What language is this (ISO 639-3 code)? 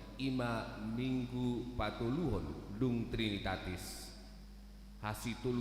bbc